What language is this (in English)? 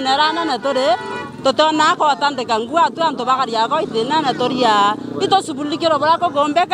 Meru